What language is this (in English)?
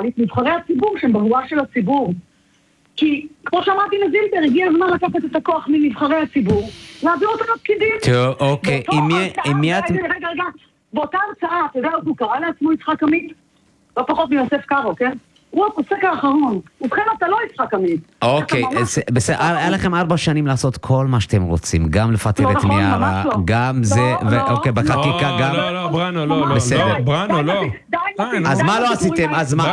Hebrew